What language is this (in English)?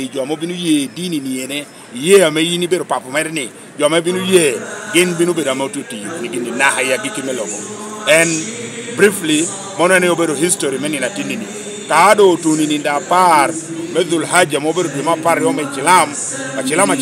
Lango (Uganda)